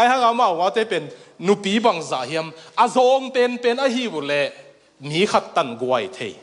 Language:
Tedim Chin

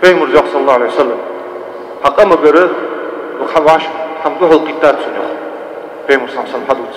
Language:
Ingush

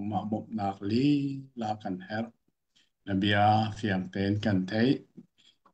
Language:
Hakha Chin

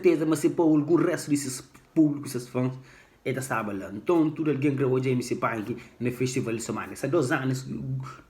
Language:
Kabuverdianu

